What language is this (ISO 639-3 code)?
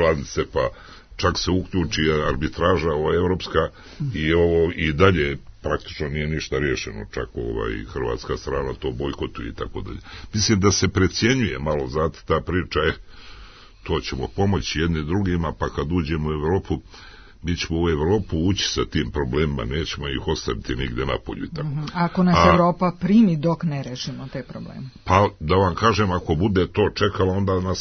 srp